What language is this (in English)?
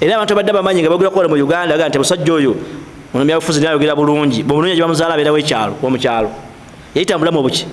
Ganda